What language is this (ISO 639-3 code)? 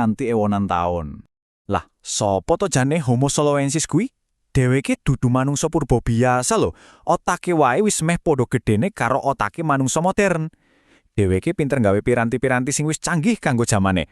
jav